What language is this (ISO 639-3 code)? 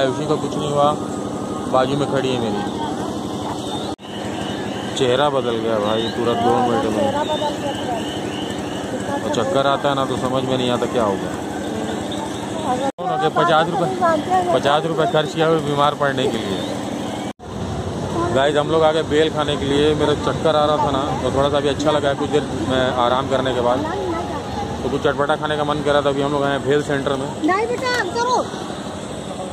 hin